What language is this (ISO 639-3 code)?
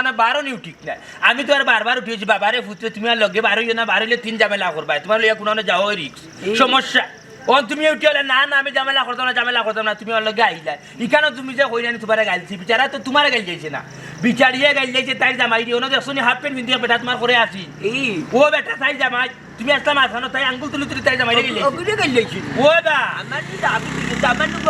syl